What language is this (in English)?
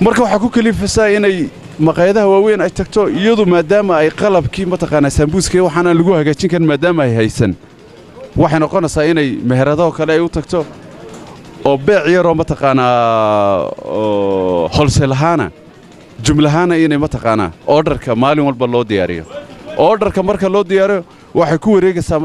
Somali